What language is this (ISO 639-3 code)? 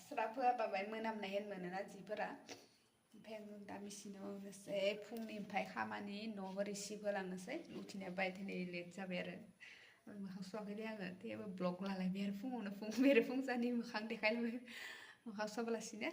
brx